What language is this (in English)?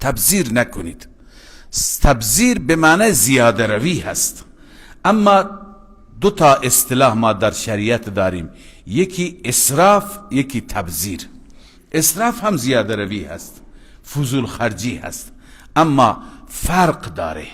Persian